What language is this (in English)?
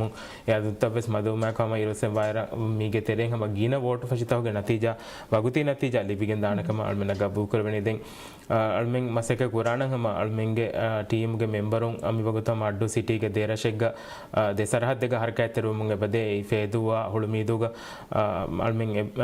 Divehi